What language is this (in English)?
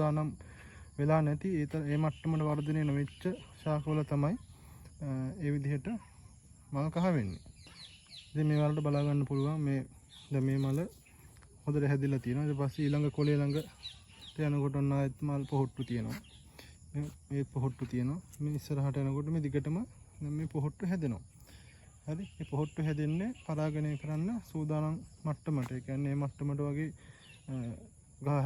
Sinhala